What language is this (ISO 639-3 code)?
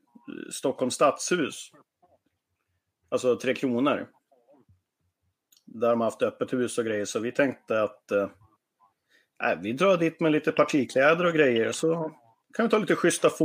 swe